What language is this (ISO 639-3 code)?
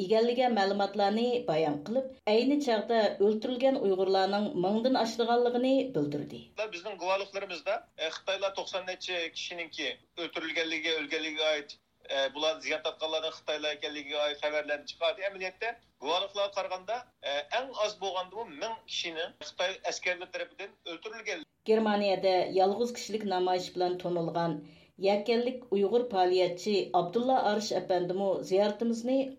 uig